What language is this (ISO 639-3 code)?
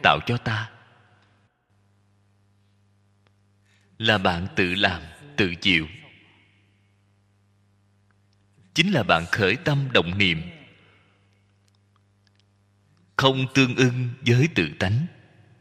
vie